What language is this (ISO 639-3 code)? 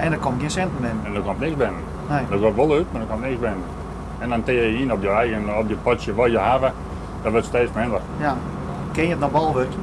fry